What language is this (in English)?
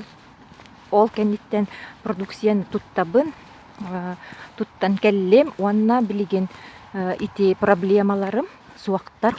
Yakut